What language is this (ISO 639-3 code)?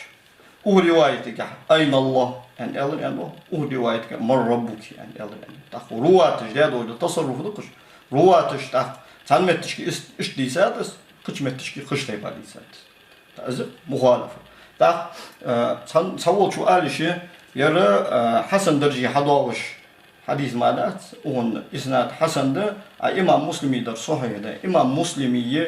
inh